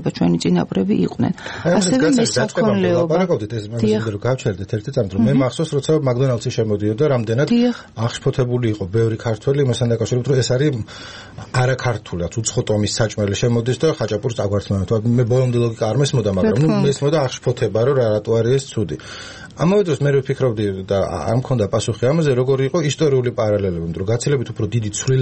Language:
Georgian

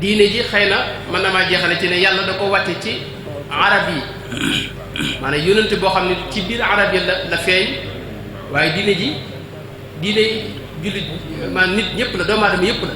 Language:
Wolof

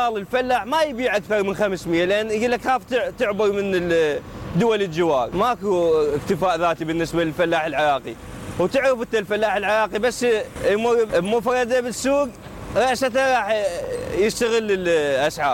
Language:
Mesopotamian Arabic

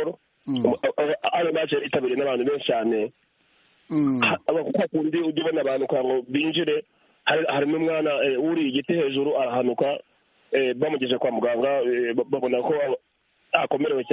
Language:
Kinyarwanda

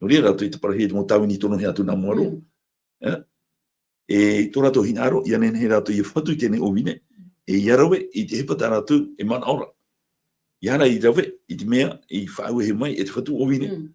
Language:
Tahitian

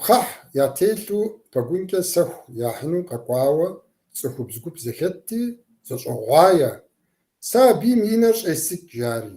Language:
Kabardian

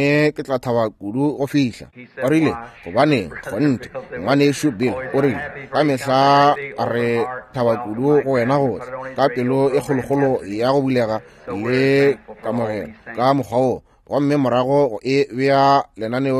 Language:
Northern Sotho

